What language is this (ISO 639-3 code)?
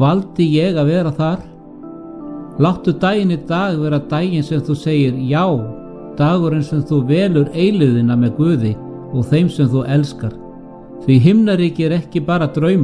isl